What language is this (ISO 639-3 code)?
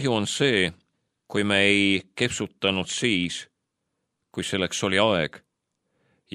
est